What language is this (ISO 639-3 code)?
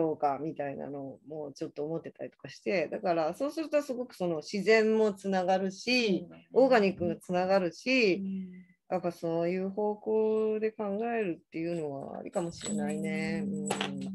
jpn